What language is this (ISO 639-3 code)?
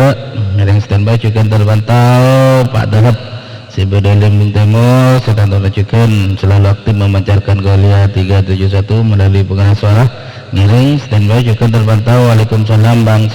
mad